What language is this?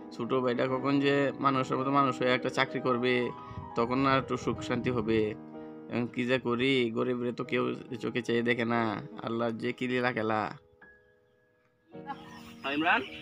Bangla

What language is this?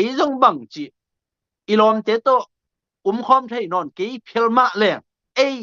Tedim Chin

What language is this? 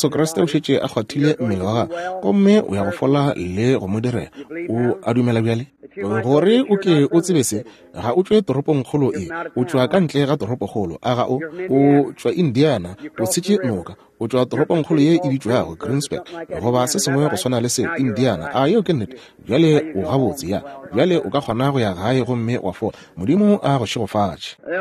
Northern Sotho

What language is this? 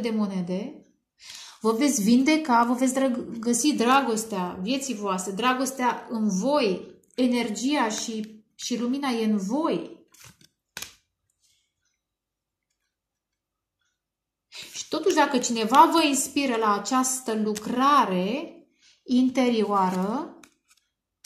Romanian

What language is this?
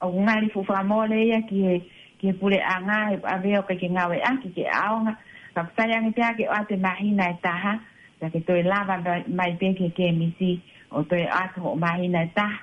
Tongan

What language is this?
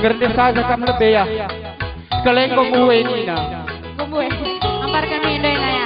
Batak Karo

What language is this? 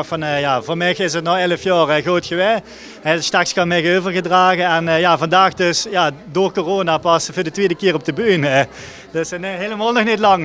Limburgish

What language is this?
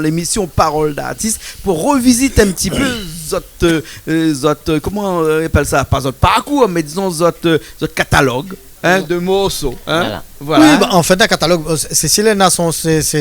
Réunion Creole French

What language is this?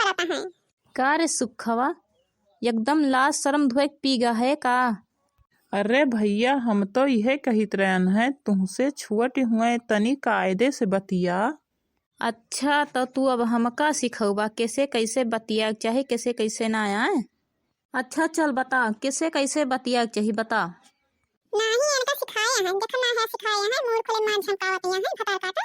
Awadhi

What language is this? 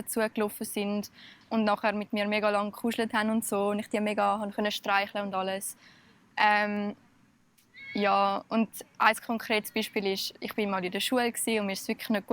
Swiss German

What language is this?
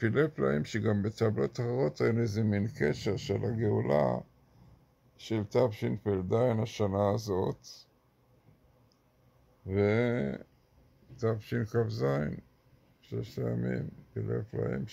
Hebrew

